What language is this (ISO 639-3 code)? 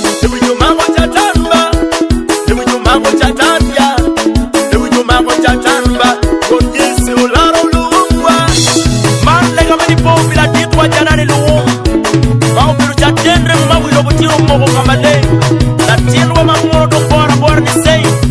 ach